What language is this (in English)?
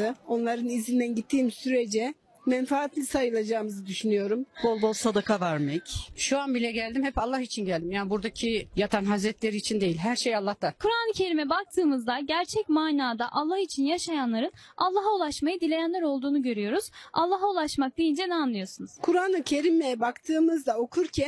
Turkish